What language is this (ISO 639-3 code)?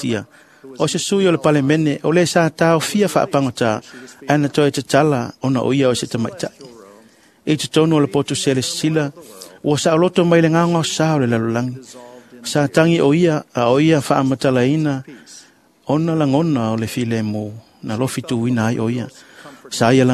smo